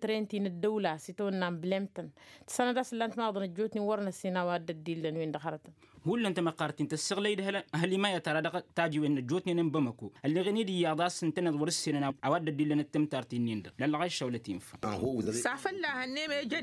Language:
Tamasheq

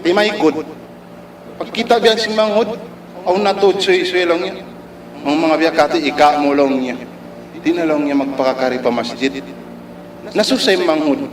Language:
Tausug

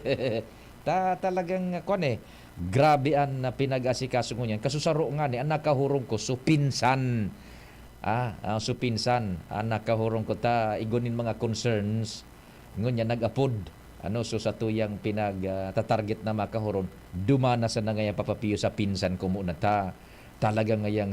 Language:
Bikol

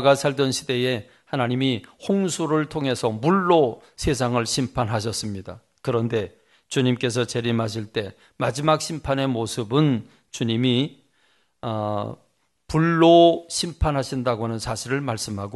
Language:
Korean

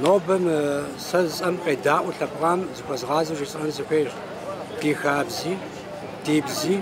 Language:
Kabardian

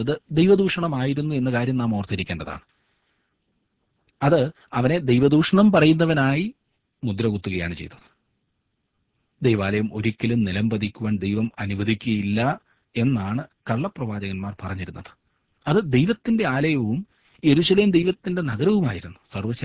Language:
Malayalam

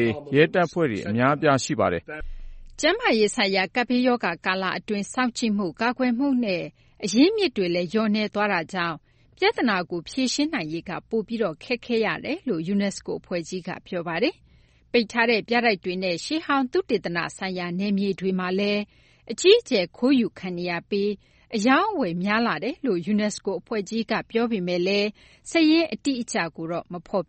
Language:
Burmese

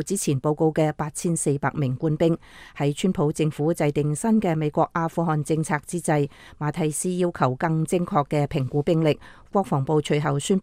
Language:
Cantonese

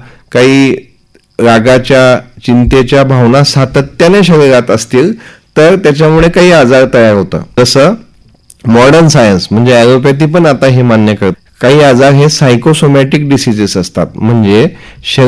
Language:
Marathi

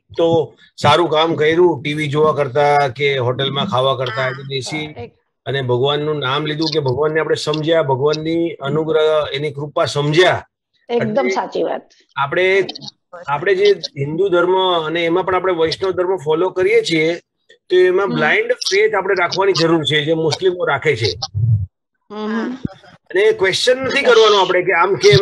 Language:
Gujarati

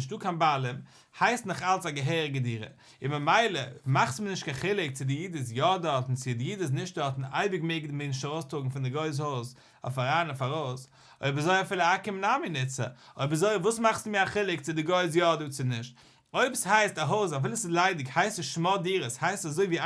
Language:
Yiddish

